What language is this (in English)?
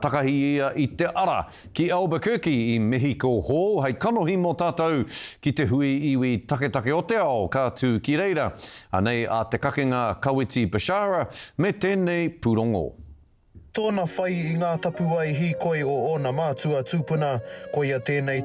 Māori